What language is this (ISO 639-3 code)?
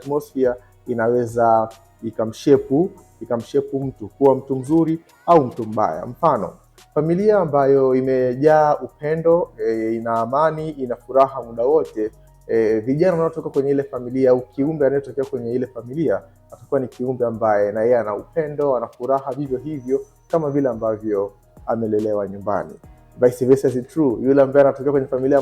swa